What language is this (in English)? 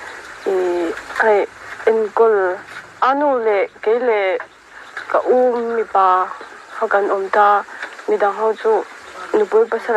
Mizo